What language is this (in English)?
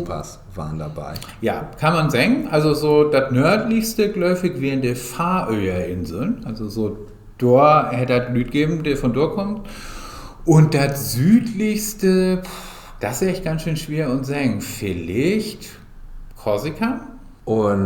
Low German